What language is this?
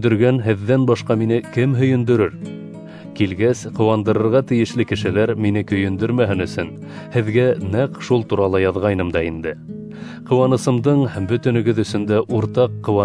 Bashkir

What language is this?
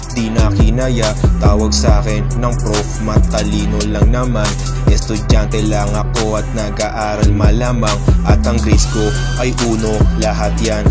Filipino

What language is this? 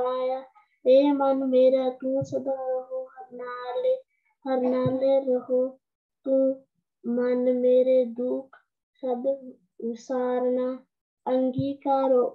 Punjabi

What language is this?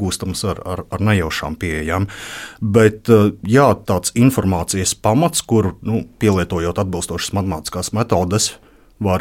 Latvian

